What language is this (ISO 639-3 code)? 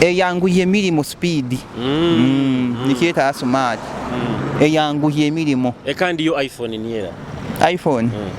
nyo